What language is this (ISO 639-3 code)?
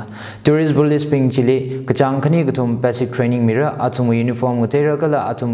nmf